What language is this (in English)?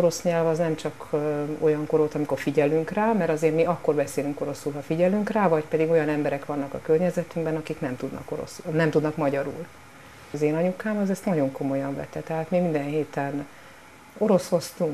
Hungarian